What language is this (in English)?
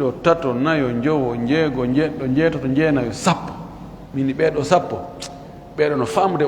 Fula